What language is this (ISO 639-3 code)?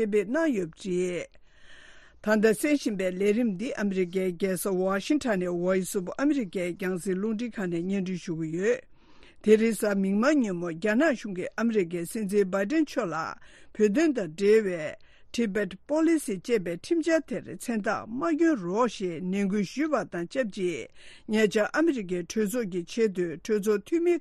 bod